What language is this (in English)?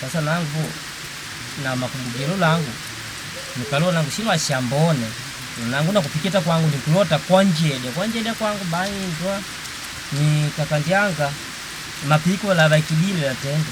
Makonde